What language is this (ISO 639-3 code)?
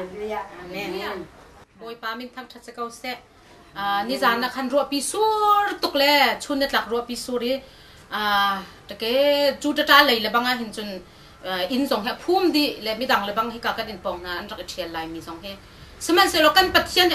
cnh